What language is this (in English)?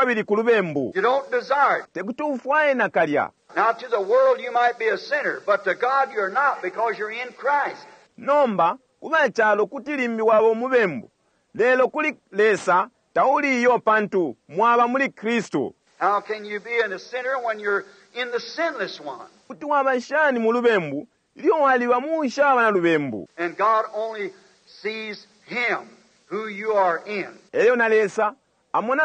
Bemba